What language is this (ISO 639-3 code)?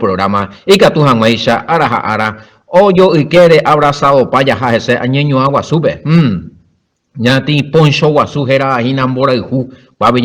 grn